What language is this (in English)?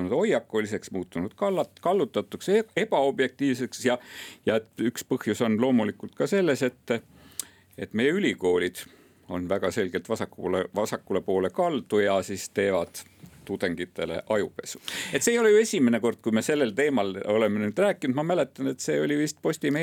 Estonian